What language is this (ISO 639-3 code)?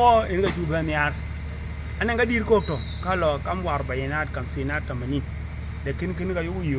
din